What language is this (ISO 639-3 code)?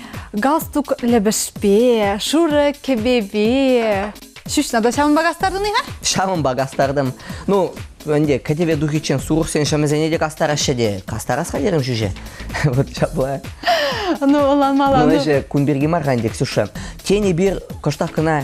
chv